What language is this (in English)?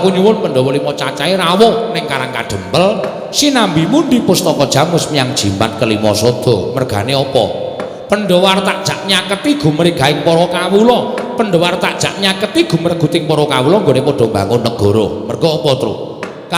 Javanese